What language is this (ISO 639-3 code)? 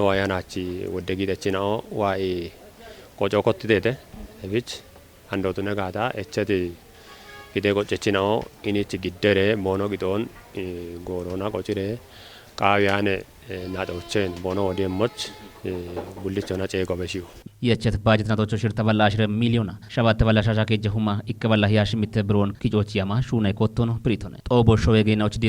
kbr